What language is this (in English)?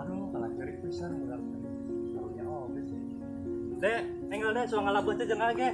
Sundanese